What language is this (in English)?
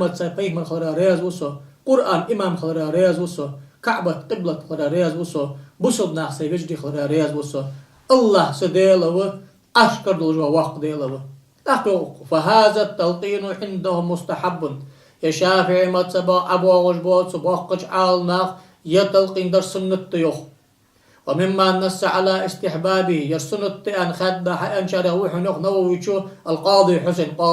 Ingush